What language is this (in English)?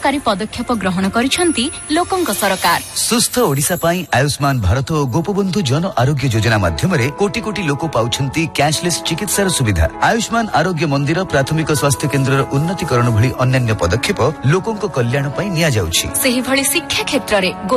Odia